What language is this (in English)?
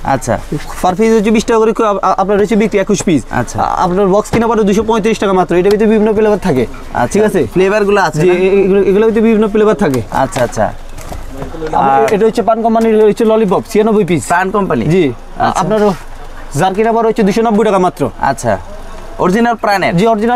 Bangla